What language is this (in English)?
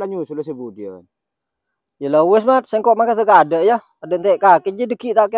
Madurese